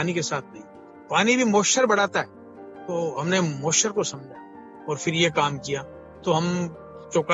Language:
Hindi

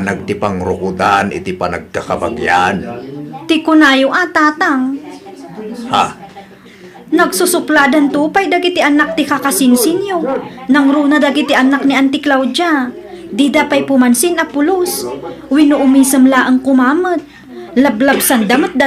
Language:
Iloko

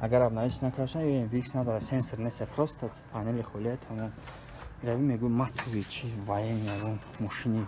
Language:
Tajik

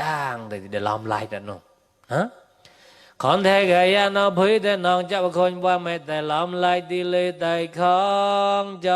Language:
Mon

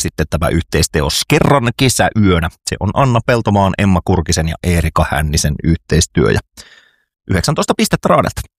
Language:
Finnish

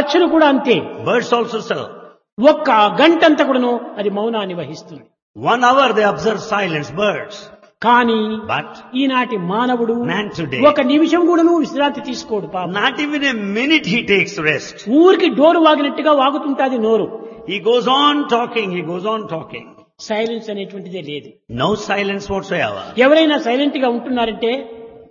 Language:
Telugu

